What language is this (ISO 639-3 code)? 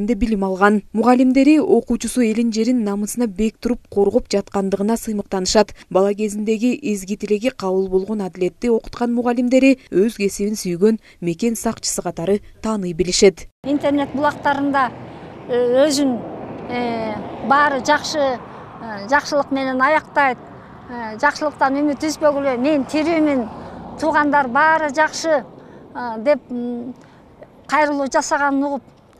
kir